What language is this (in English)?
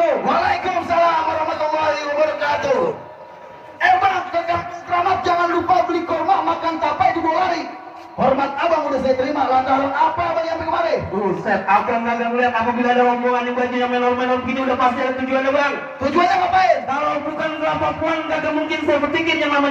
Betawi